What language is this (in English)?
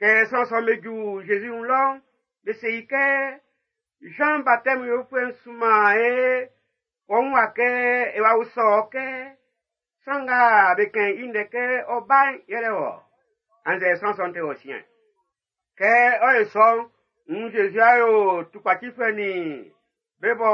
Baoulé